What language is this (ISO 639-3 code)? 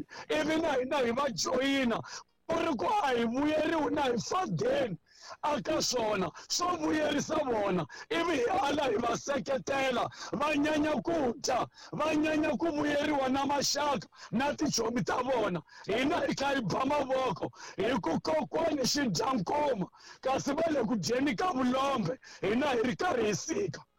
tso